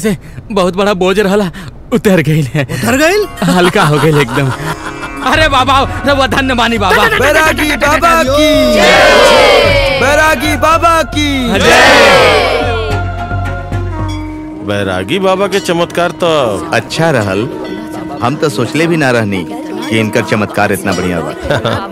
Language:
Bhojpuri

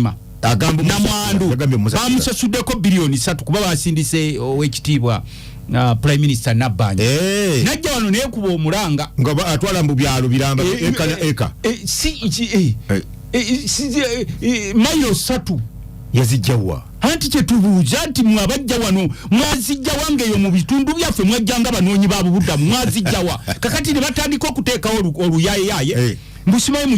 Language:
Ganda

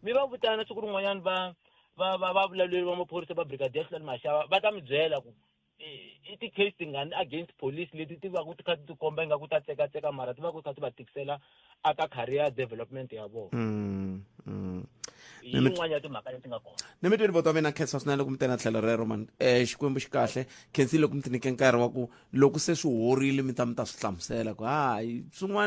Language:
Tsonga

